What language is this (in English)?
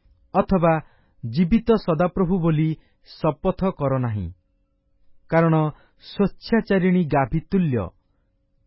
Odia